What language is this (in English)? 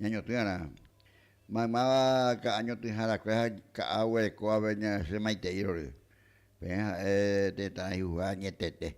Guarani